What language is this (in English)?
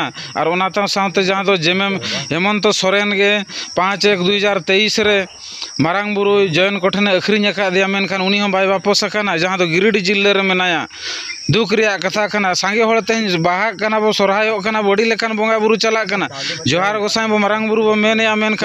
Santali